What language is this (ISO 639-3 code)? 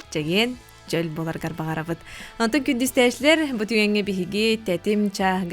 sah